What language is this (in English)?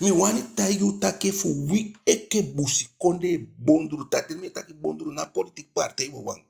Eastern Maroon Creole